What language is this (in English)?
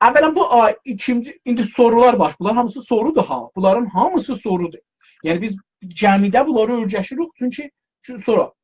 South Azerbaijani